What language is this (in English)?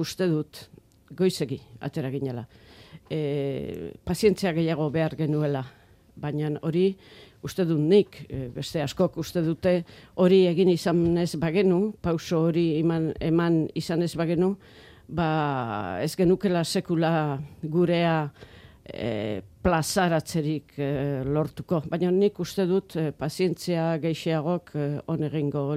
Basque